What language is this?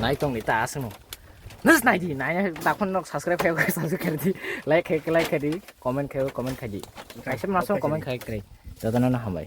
Kok Borok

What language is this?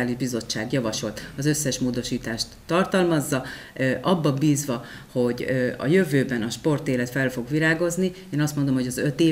Hungarian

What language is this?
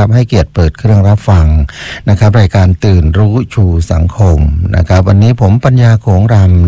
Thai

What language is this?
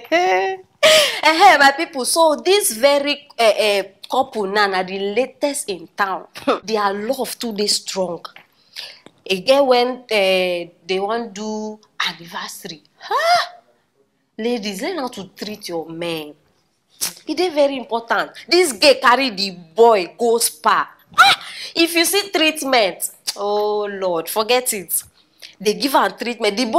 Nigerian Pidgin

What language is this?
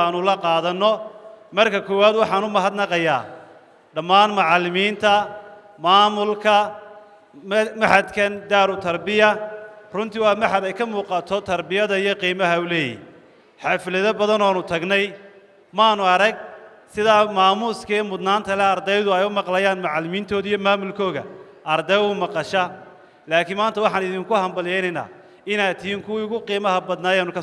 Somali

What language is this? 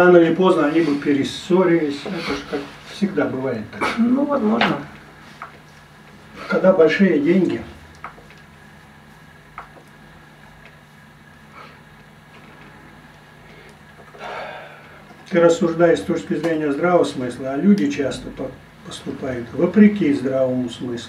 Russian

